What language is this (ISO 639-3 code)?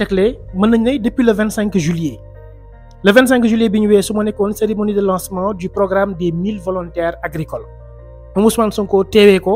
wol